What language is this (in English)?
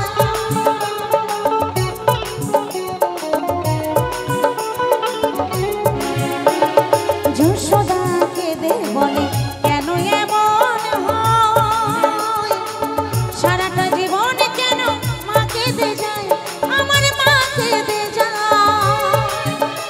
Bangla